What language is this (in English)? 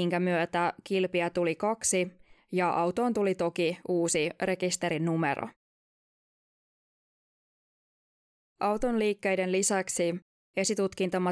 Finnish